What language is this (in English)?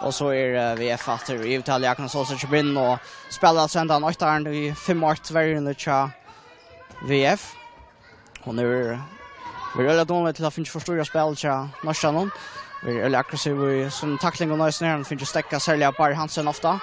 Faroese